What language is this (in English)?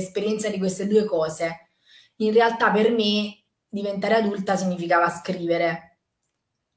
Italian